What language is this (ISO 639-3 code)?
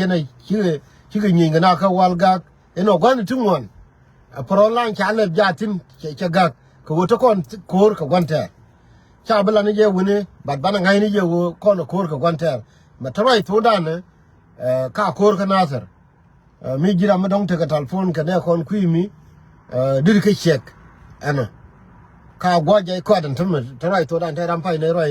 nus